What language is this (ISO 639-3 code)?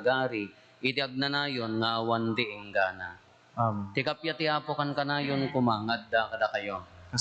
ilo